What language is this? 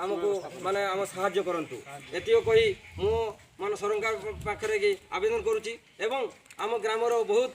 Odia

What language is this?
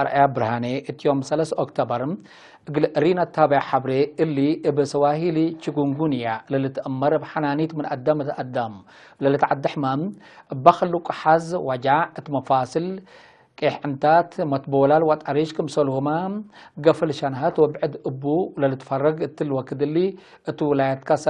Tigre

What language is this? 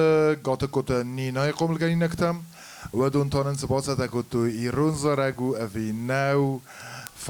Ossetic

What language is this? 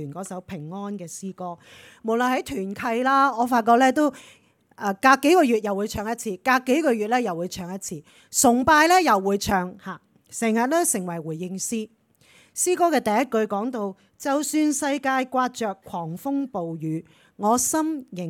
Cantonese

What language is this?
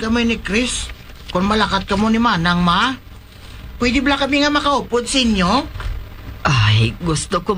Hiligaynon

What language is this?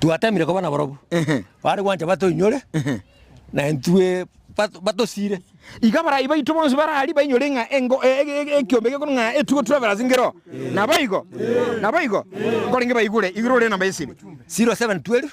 Gusii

